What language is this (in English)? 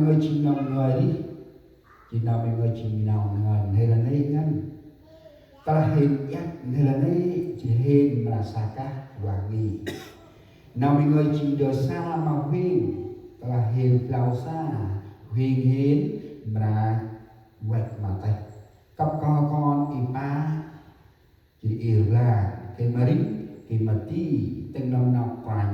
Central Mnong